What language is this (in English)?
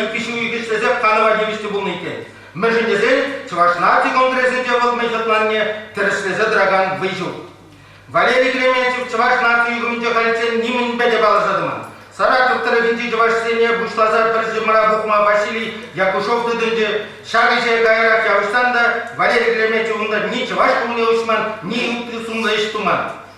Chuvash